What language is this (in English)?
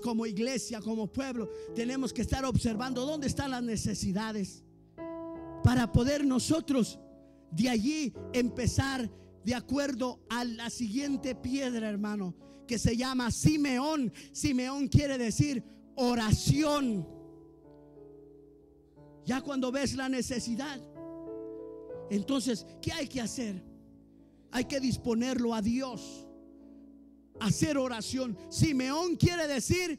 Spanish